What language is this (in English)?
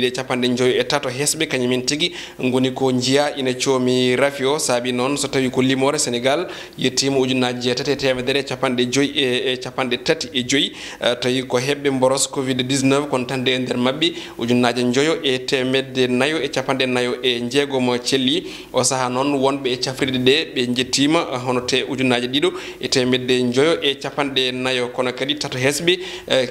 Fula